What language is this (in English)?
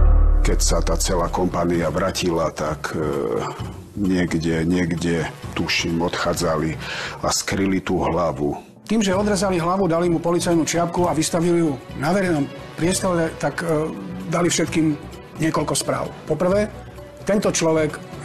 Slovak